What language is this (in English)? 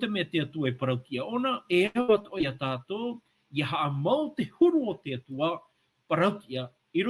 Tahitian